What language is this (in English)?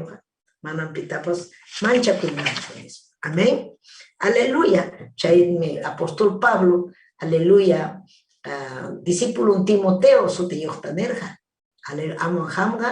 Ayacucho Quechua